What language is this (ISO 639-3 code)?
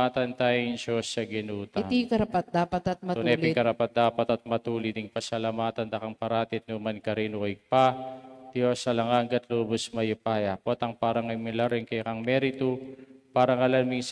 pam